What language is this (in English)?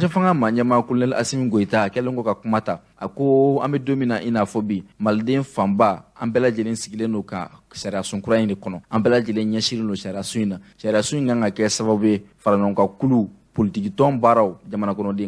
Bambara